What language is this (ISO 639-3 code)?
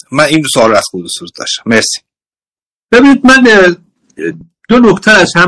fas